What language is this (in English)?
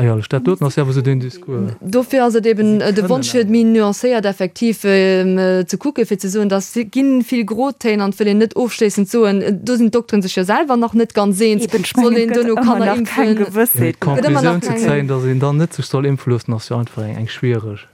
Luxembourgish